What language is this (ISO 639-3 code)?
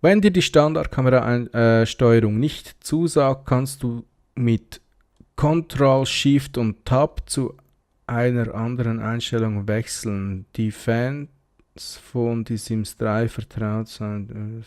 gsw